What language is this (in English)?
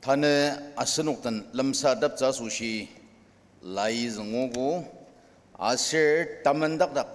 Ao Naga